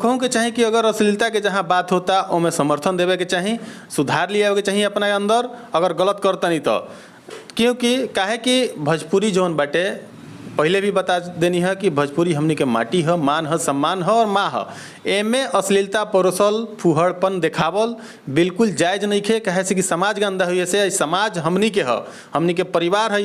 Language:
Bhojpuri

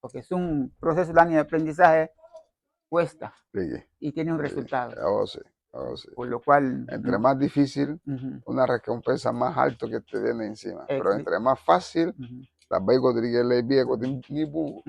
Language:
Garifuna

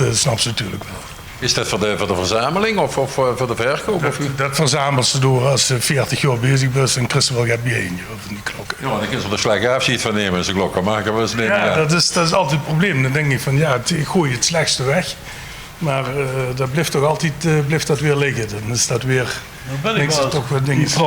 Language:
Limburgish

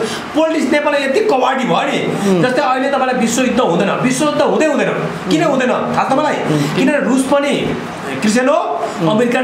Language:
Nepali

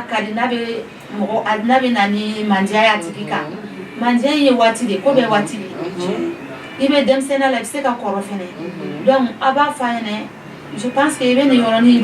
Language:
Bambara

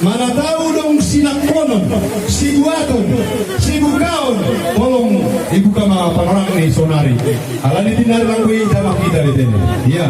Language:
Batak Simalungun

